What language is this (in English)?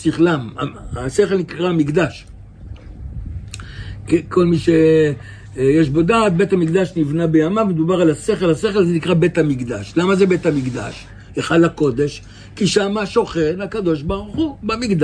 Hebrew